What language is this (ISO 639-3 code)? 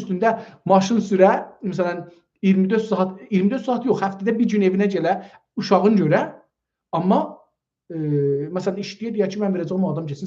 azb